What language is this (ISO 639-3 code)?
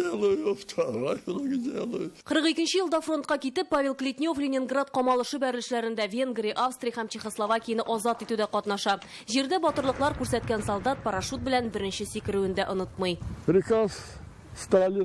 tat